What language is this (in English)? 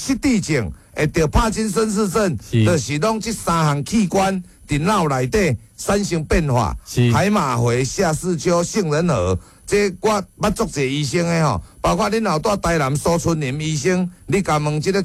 Min Nan Chinese